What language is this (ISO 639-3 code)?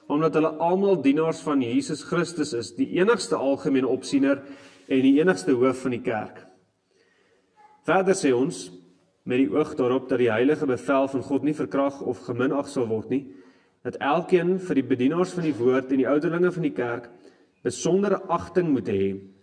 afr